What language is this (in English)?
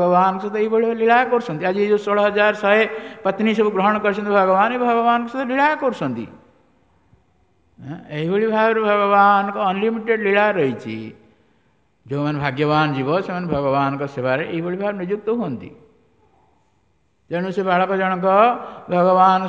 Odia